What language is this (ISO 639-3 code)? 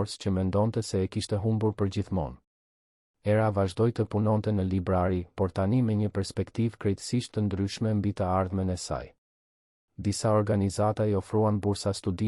sqi